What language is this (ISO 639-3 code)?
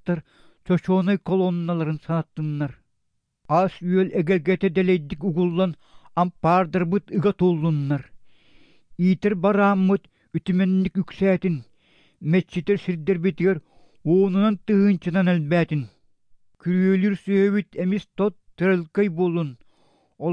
sah